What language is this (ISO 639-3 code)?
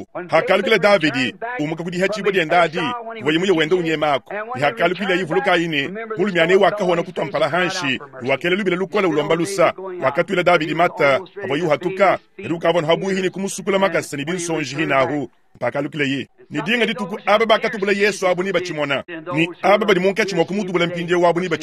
lua